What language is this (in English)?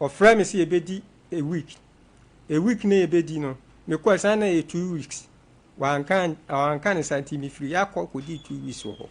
Akan